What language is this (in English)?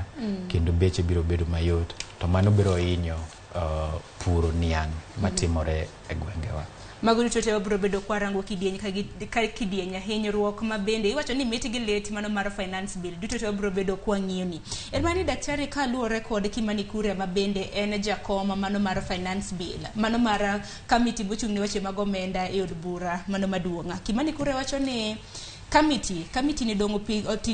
Luo (Kenya and Tanzania)